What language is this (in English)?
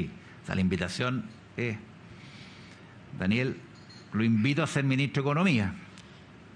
Spanish